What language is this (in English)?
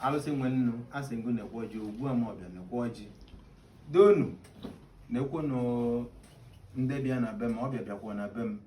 Igbo